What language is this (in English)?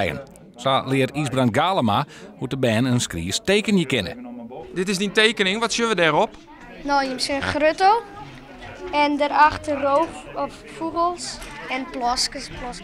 Western Frisian